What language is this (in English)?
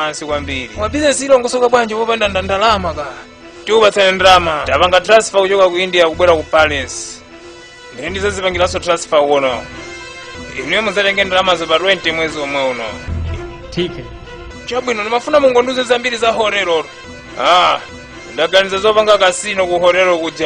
Nyanja